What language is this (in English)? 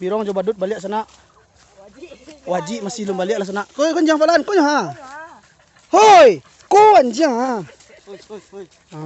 Minangkabau